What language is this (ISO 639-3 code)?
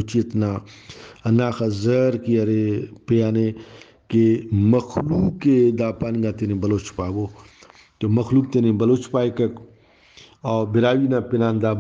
brh